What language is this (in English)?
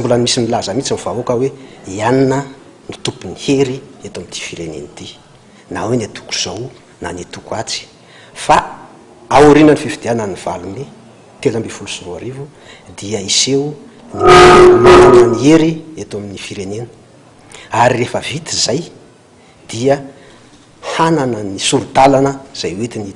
Malagasy